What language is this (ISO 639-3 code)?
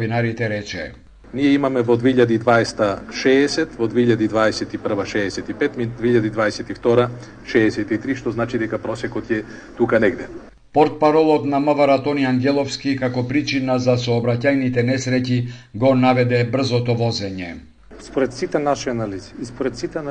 mkd